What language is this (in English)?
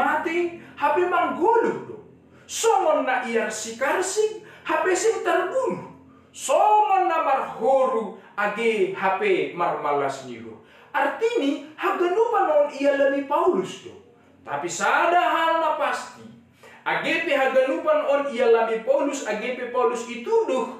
Batak Simalungun